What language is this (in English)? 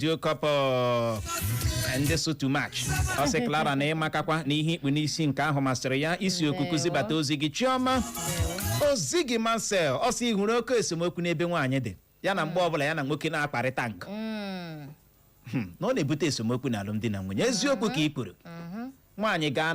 Igbo